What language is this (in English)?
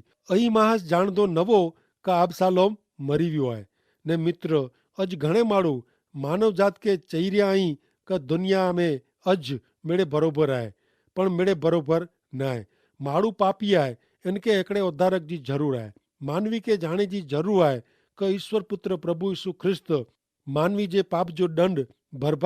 Kachhi